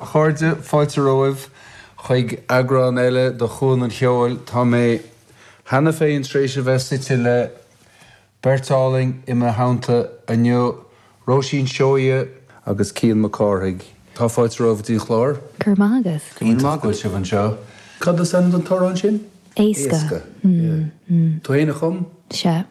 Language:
Irish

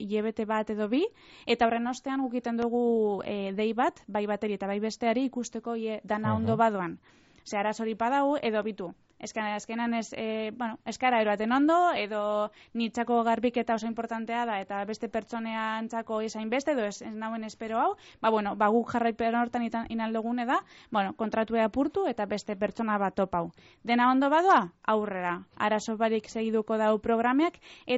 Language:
Basque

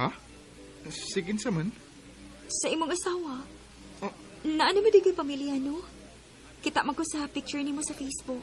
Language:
Cebuano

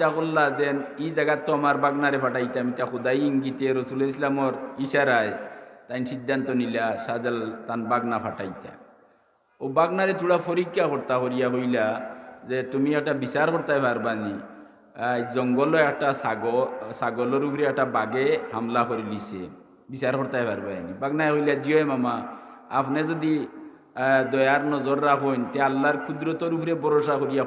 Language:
Sylheti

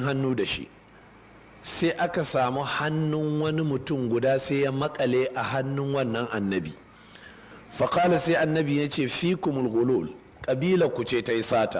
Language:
Hausa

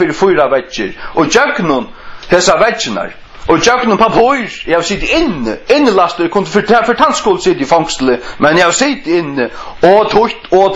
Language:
Faroese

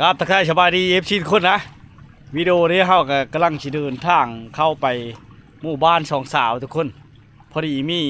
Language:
Lao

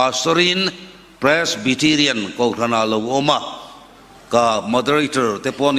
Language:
Hakha Chin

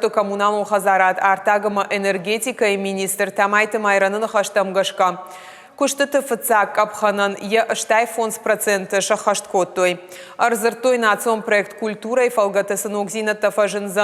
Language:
Ossetic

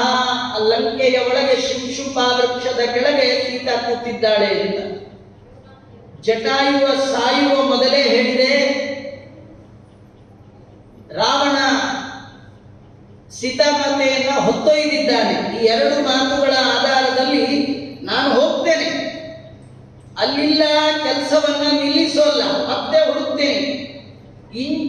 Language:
Kannada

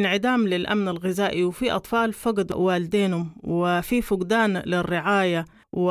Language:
Sudanese Arabic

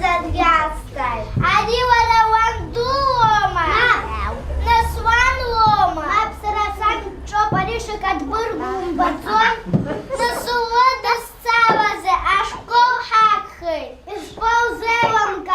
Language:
Abkhazian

